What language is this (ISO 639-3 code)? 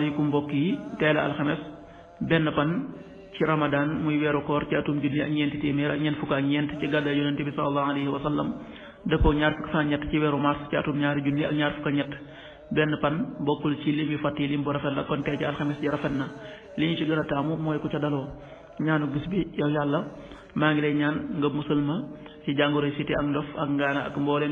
wol